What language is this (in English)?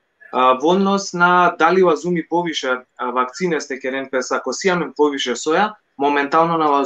Balkan Romani